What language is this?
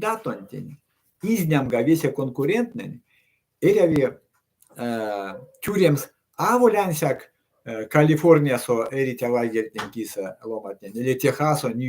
Erzya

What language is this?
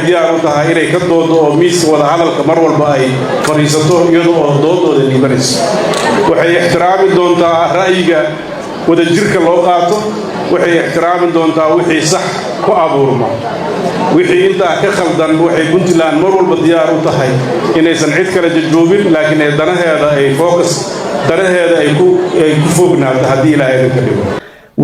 Somali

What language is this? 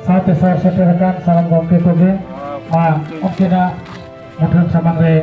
Santali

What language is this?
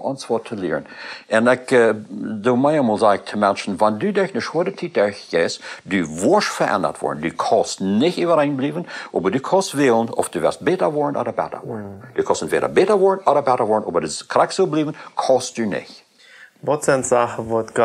Plautdietsch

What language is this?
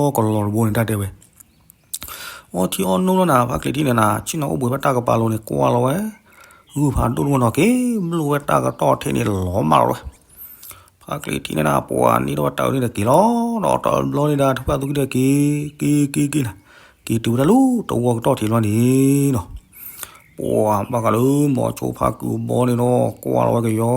S'gaw Karen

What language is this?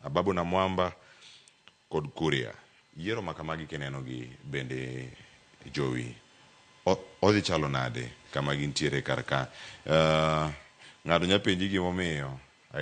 Luo (Kenya and Tanzania)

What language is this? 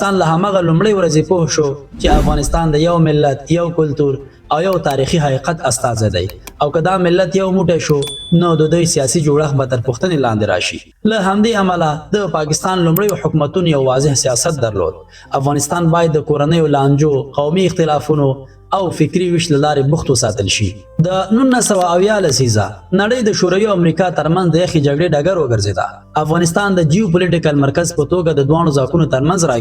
Pashto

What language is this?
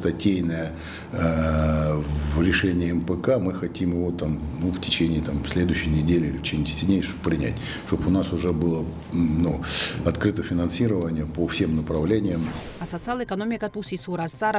Abkhazian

